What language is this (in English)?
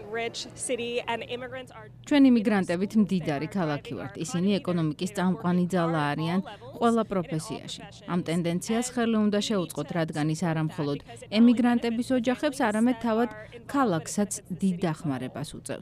Georgian